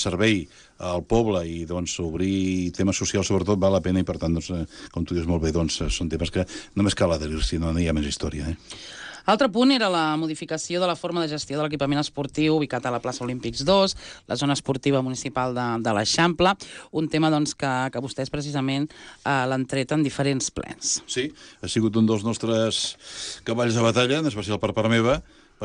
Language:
Catalan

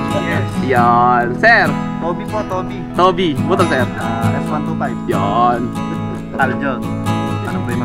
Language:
Filipino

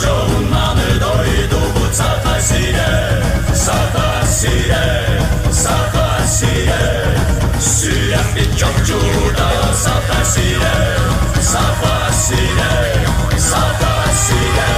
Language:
Yakut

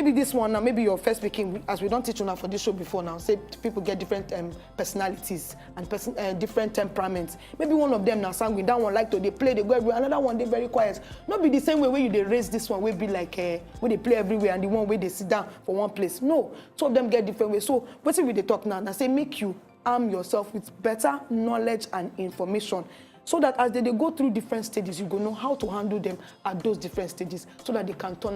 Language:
Nigerian Pidgin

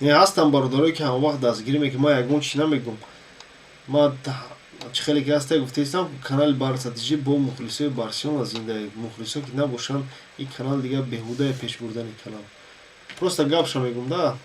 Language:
Tajik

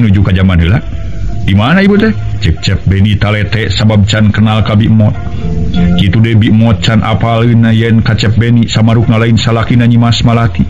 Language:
Sundanese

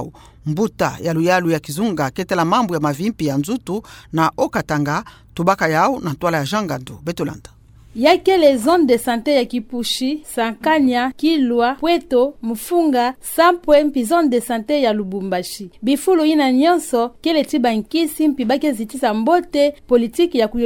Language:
Kituba (Democratic Republic of Congo)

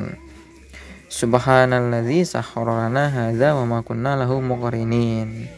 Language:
Sundanese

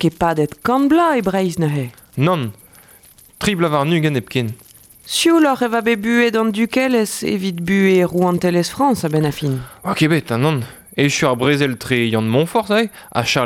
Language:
Breton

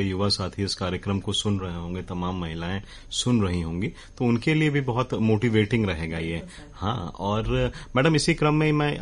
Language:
Hindi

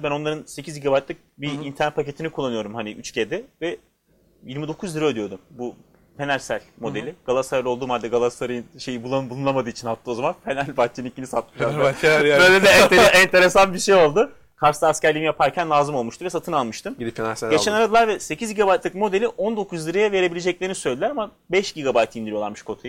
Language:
Turkish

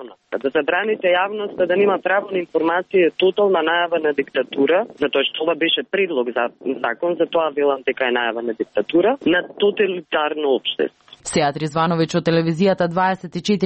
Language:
Macedonian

